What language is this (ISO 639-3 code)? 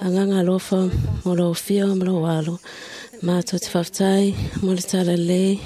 smo